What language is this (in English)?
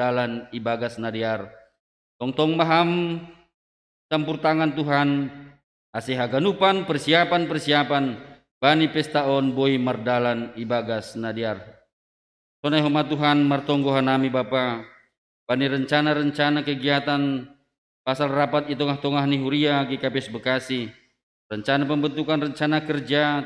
Batak Simalungun